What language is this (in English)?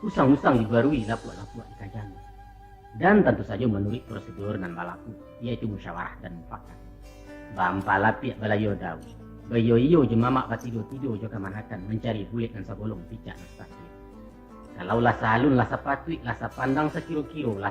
Minangkabau